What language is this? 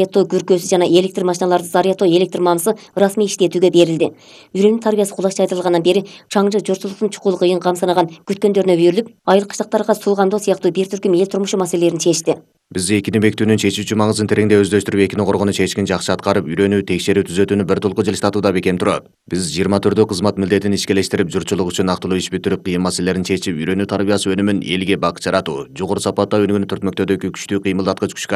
Kyrgyz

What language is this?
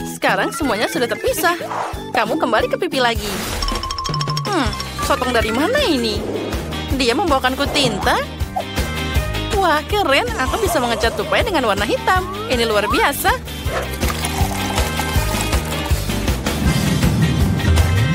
Indonesian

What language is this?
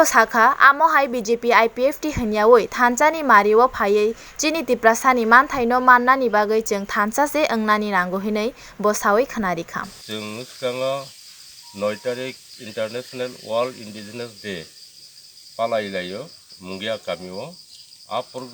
Kok Borok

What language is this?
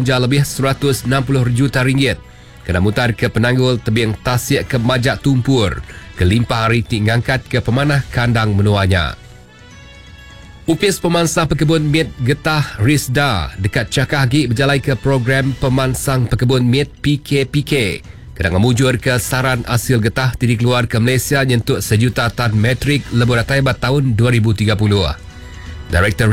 Iban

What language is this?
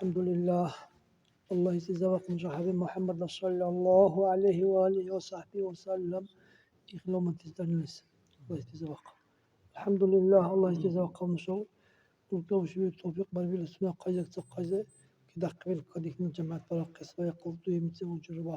Dargwa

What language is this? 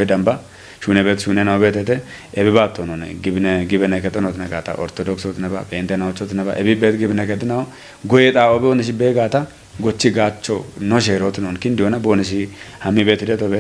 Kafa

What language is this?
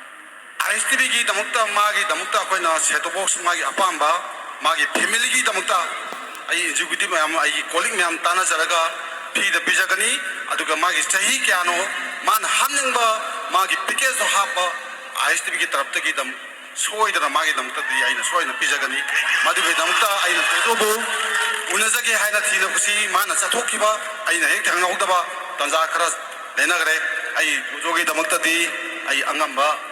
Manipuri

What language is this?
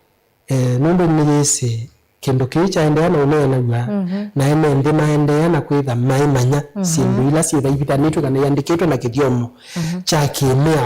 Kamba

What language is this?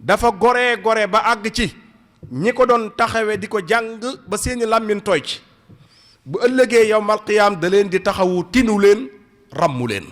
Wolof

